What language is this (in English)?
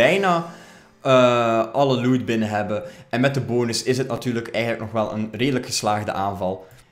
Dutch